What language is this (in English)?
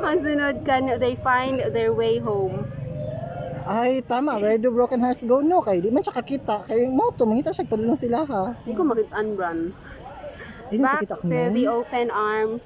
Cebuano